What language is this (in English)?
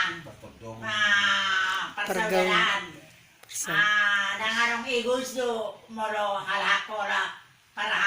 Batak Toba